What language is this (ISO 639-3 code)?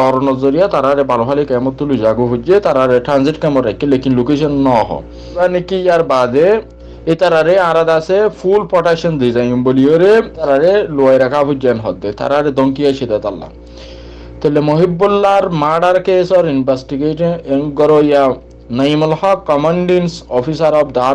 rhg